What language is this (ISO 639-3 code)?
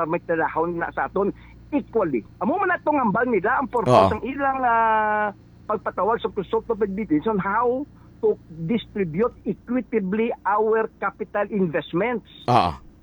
hil